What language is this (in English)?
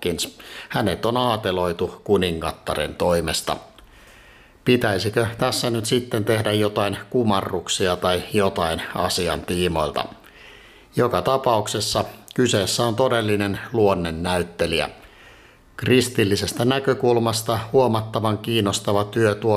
Finnish